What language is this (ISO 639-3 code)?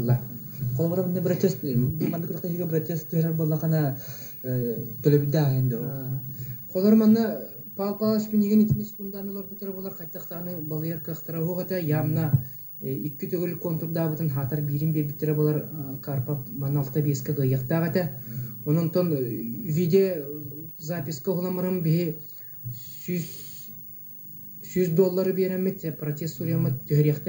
sah